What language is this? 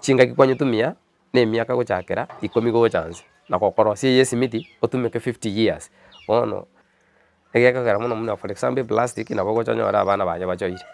Gusii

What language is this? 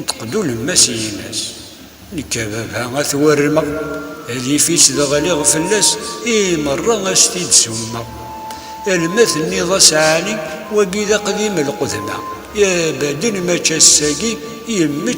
Kabyle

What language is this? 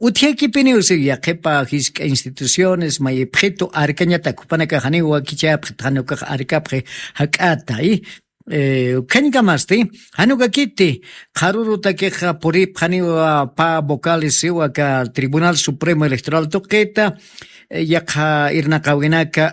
Aymara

